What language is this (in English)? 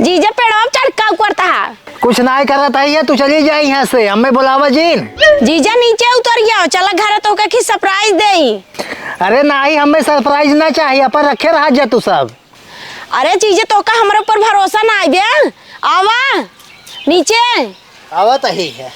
Awadhi